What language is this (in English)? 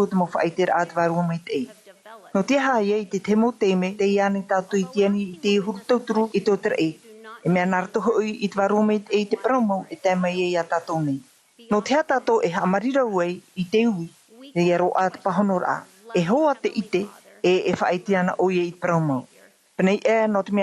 Tahitian